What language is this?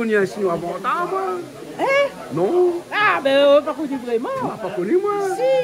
Réunion Creole French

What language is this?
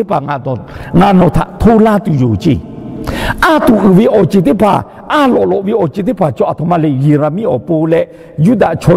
Lahu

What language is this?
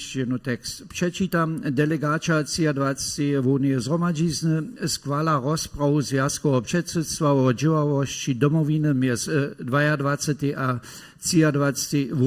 Upper Sorbian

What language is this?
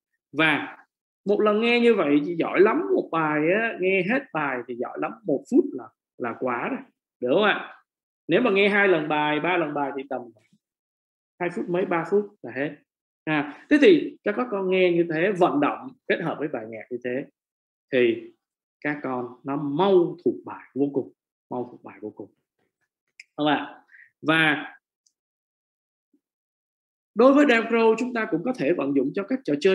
Vietnamese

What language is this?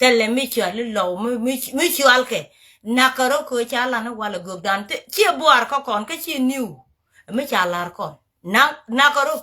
Nuer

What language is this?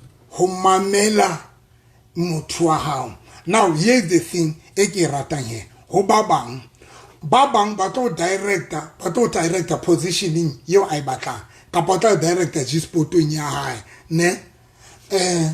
Southern Sotho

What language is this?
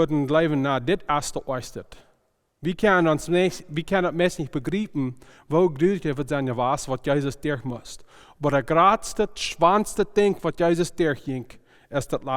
Plautdietsch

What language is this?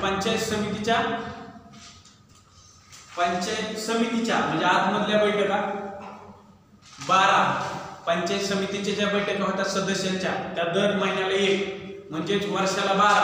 Marathi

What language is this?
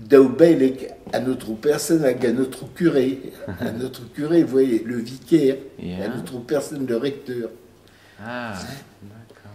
Breton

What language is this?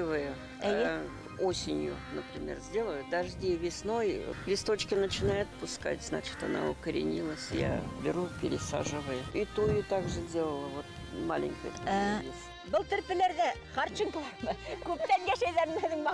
Bashkir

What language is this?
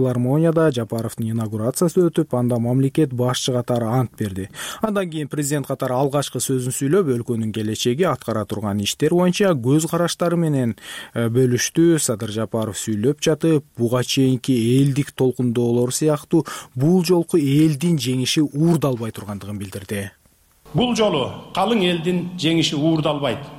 Kyrgyz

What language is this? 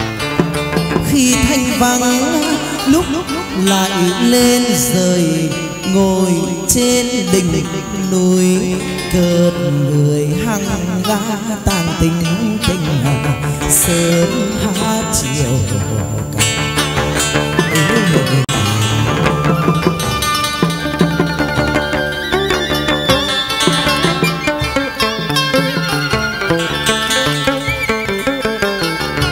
Vietnamese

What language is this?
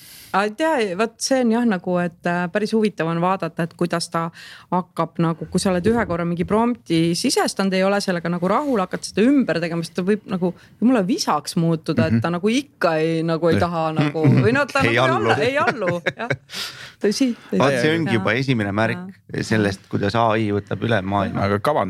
Estonian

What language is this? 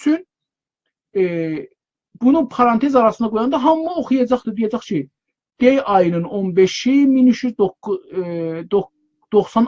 South Azerbaijani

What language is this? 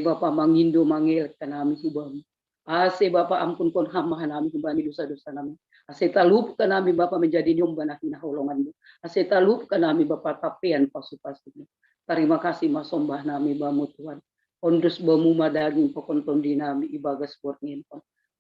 Batak Simalungun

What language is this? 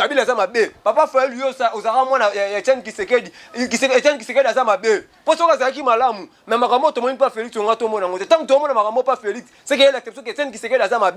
Lingala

